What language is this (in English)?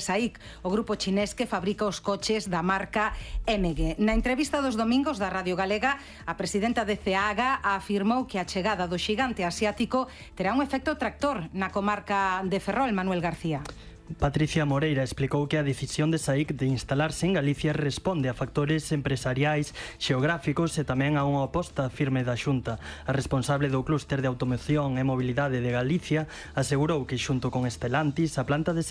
Galician